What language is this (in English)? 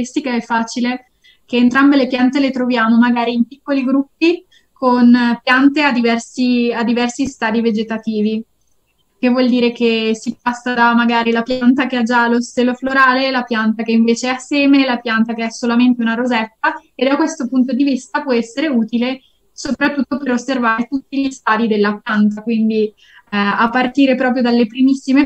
Italian